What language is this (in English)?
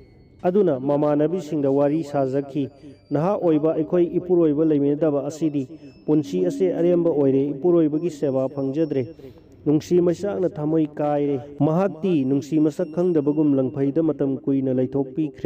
Manipuri